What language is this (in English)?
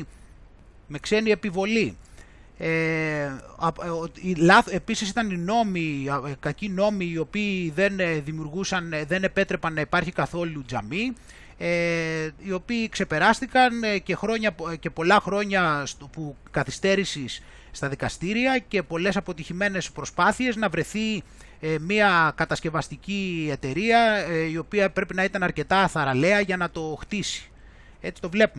Greek